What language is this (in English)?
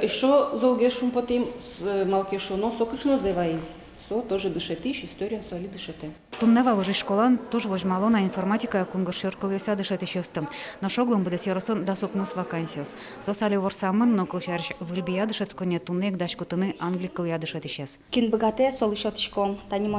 Udmurt